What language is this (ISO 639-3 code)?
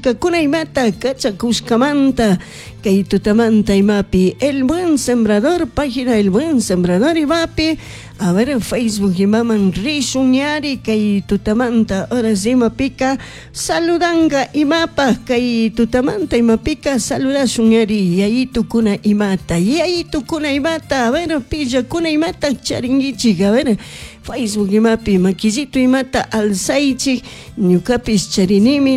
qug